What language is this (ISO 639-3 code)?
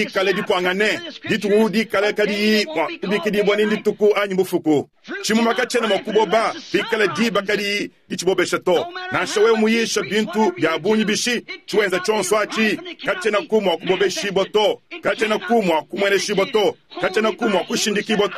lua